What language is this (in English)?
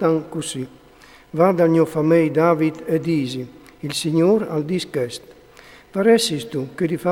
Friulian